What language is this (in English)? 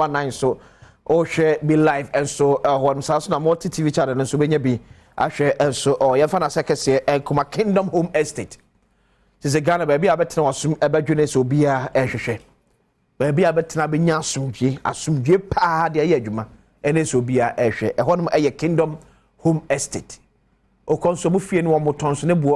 Akan